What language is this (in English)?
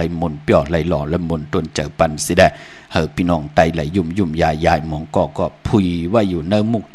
Shan